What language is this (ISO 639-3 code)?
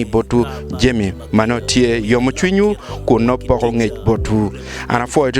ach